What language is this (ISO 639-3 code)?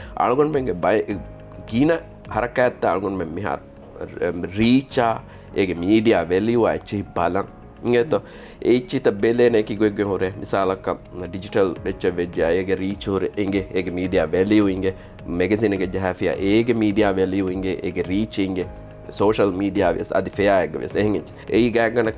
div